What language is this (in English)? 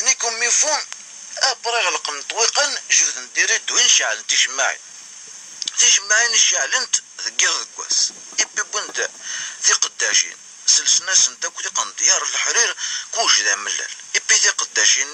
Kabyle